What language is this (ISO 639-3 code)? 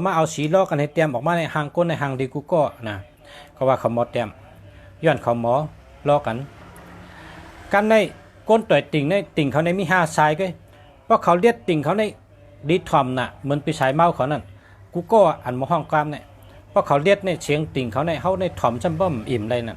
shn